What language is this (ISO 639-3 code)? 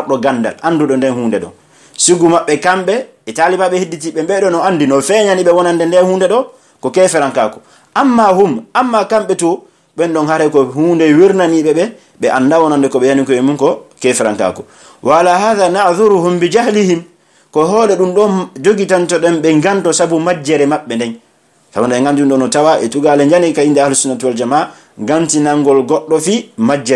fuf